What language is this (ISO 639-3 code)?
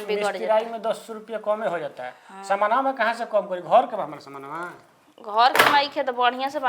bho